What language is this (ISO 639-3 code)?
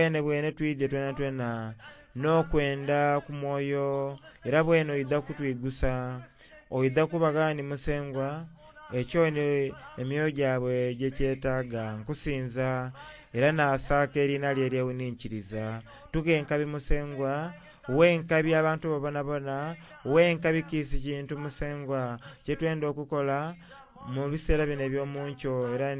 xog